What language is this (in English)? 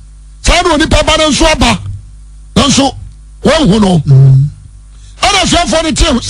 Akan